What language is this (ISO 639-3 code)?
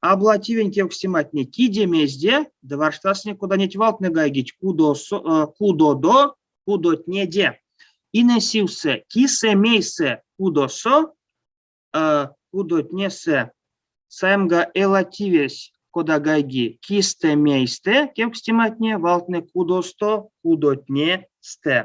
myv